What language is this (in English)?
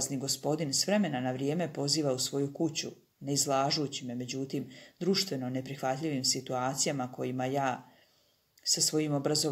Serbian